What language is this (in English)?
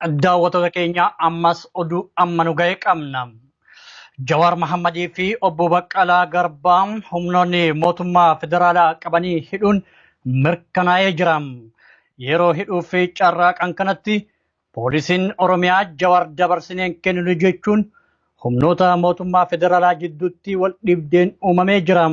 Oromo